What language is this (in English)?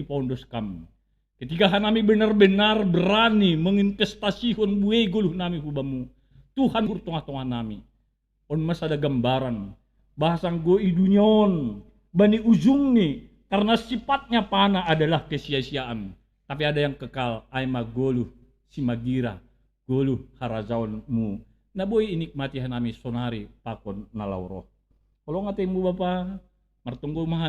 Batak Simalungun